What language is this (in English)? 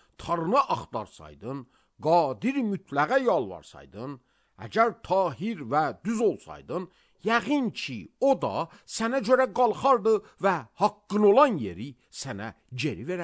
Azerbaijani